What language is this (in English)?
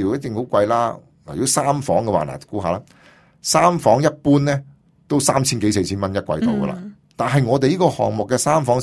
Cantonese